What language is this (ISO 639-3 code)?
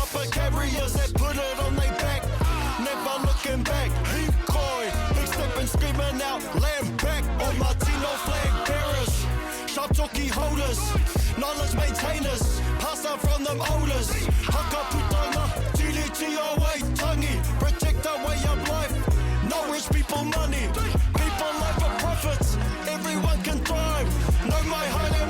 mri